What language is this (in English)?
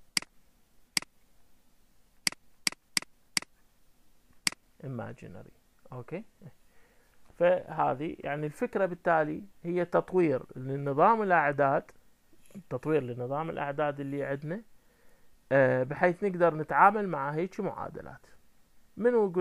Mesopotamian Arabic